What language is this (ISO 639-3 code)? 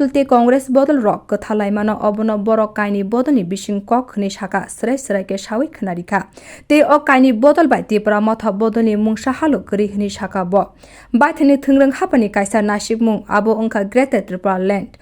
trp